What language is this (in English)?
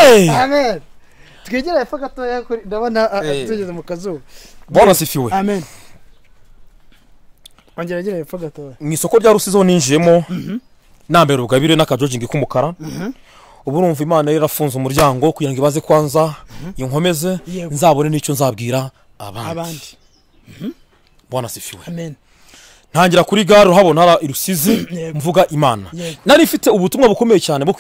Kinyarwanda